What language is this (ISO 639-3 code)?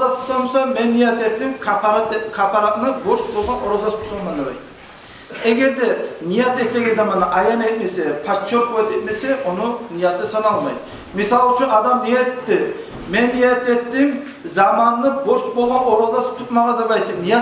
kum